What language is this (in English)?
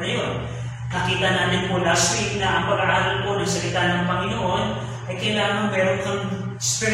Filipino